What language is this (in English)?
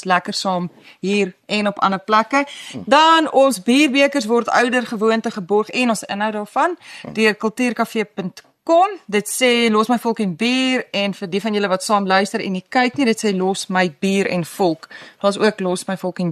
Afrikaans